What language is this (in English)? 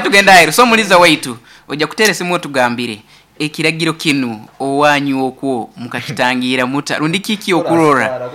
Nyankole